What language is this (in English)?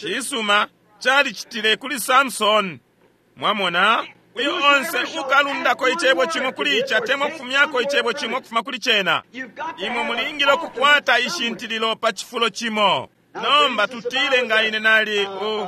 Bemba